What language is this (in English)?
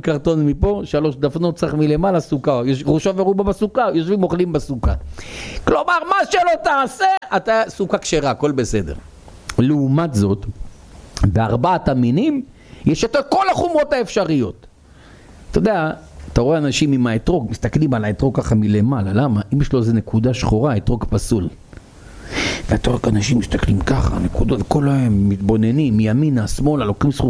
Hebrew